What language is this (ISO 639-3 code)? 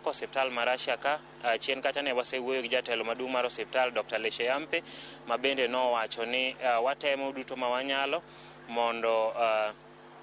luo